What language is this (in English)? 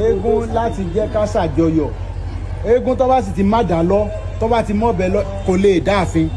Yoruba